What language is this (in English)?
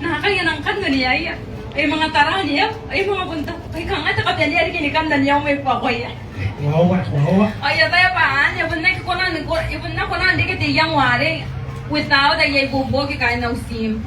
Gilbertese